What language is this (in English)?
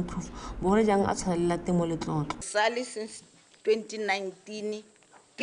Tswana